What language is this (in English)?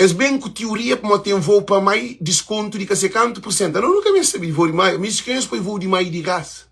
Kabuverdianu